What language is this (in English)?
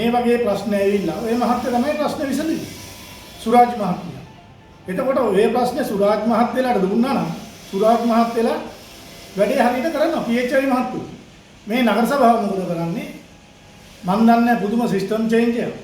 Sinhala